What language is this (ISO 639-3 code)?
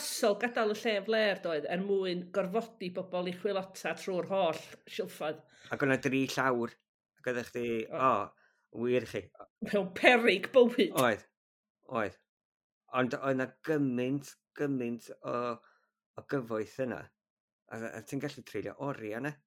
cym